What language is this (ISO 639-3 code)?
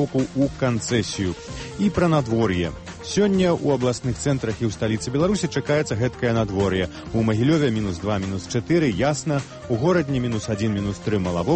bel